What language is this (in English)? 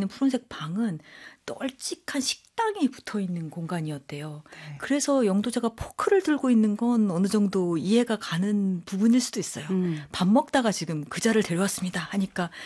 Korean